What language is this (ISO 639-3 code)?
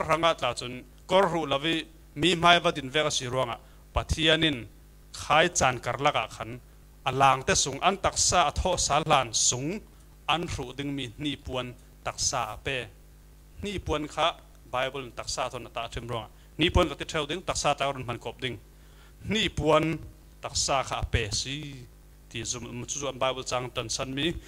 cfm